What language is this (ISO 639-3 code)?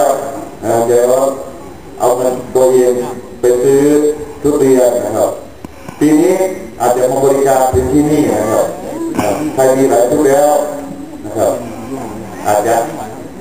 tha